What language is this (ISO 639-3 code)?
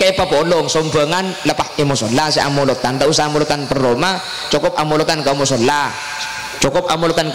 mad